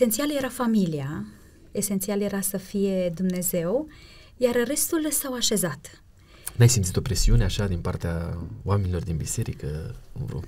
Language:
Romanian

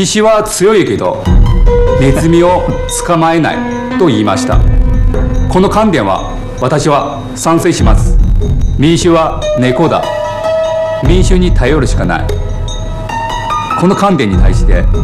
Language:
Japanese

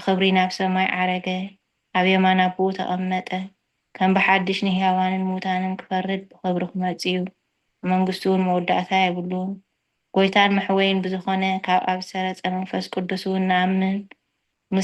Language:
Tigrinya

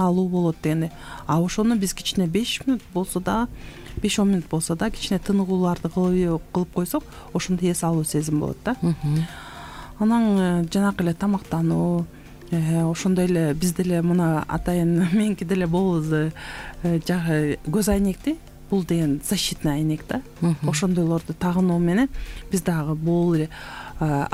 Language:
Kyrgyz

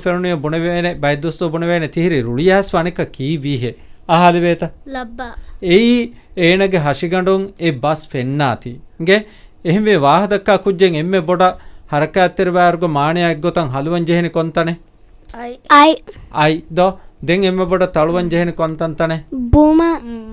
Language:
Divehi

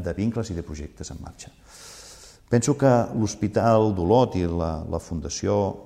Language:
Catalan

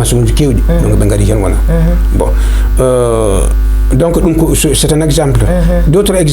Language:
Fula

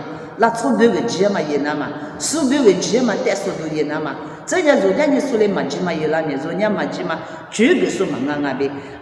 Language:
Lisu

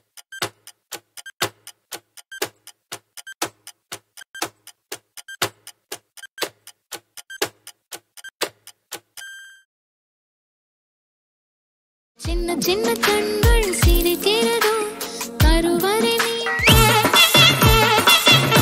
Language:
Tamil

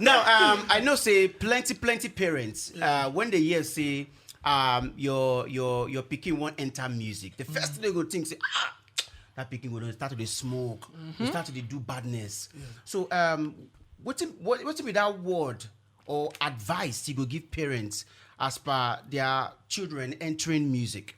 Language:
Nigerian Pidgin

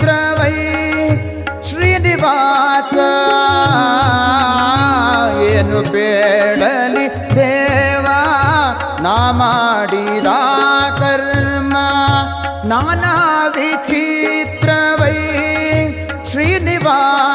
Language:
Kannada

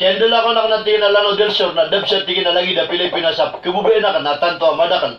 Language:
Maranao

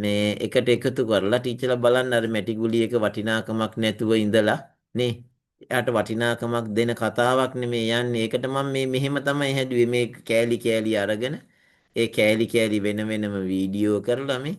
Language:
Sinhala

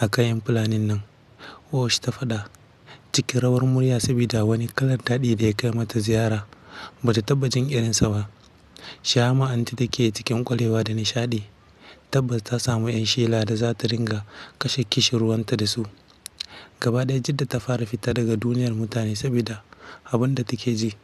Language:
Hausa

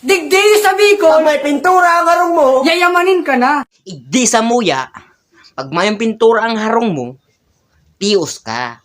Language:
Bikol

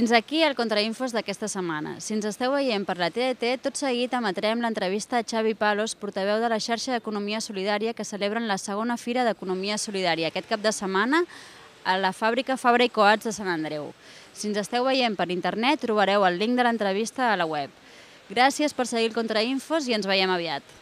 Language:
Catalan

